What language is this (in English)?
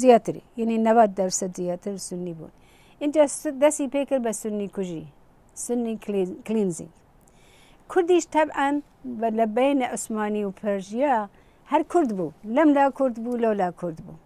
Central Kurdish